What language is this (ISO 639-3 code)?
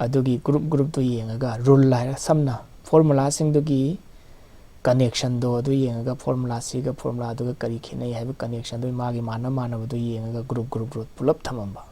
mni